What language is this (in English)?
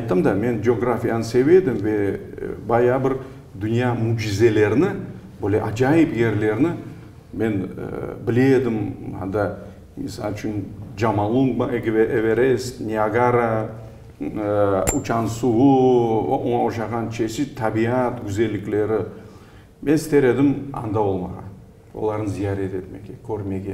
Crimean Tatar